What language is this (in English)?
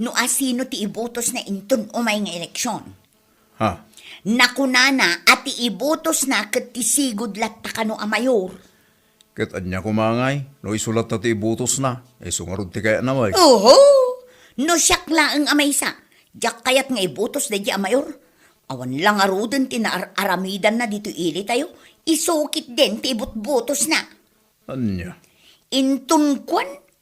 Iloko